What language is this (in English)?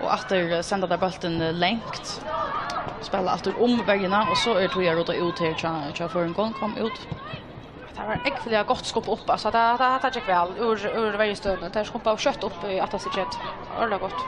Faroese